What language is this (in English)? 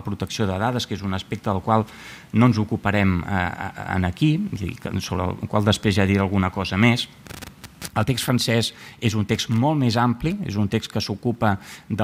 Catalan